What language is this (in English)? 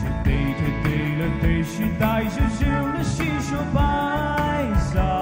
Poumei Naga